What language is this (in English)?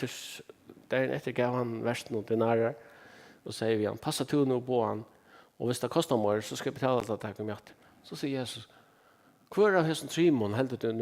Faroese